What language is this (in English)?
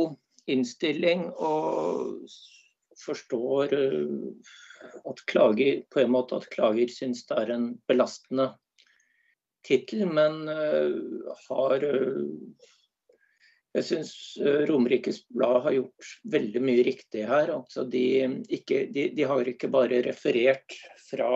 Norwegian